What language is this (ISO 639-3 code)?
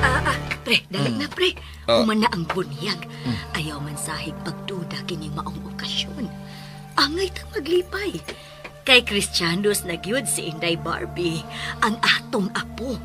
ceb